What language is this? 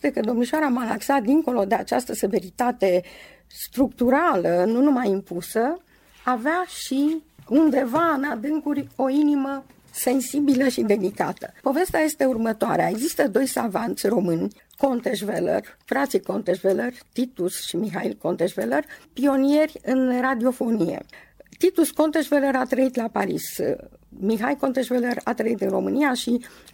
Romanian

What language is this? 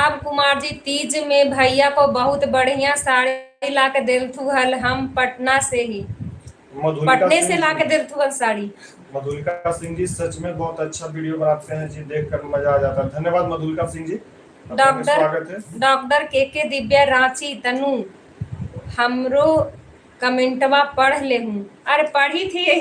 Magahi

